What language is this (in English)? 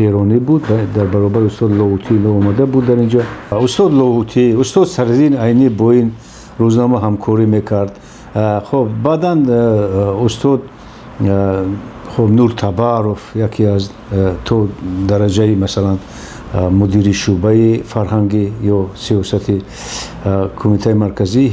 Tajik